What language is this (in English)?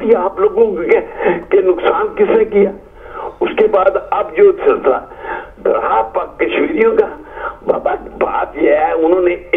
Urdu